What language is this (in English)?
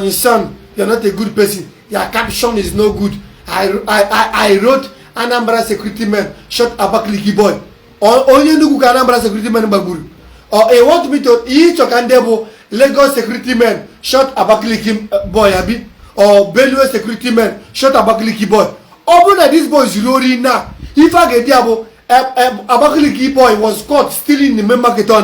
Igbo